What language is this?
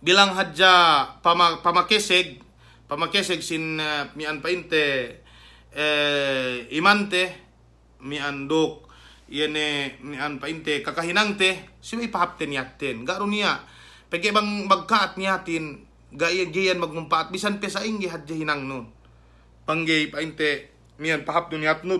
Yakan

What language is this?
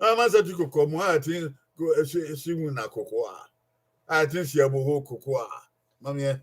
Bini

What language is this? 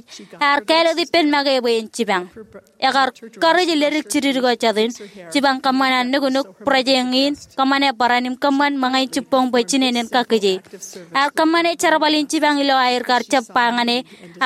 Marshallese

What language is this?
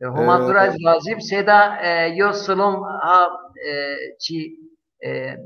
Zaza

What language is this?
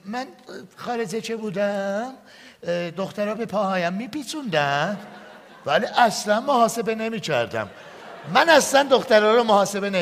South Azerbaijani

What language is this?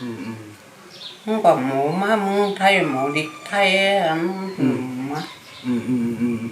Shan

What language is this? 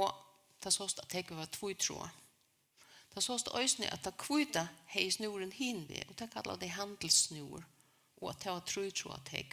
Faroese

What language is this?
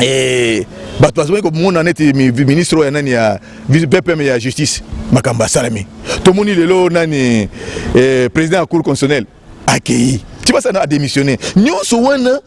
Lingala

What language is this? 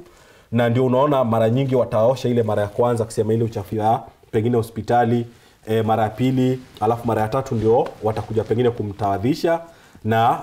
Swahili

